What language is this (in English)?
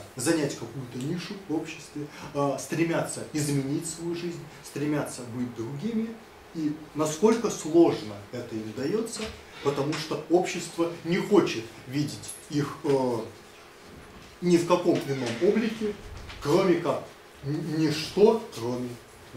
Russian